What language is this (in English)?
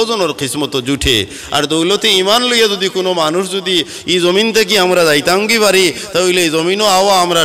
Sylheti